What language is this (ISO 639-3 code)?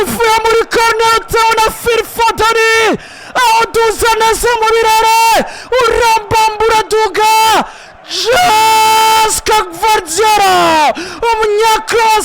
run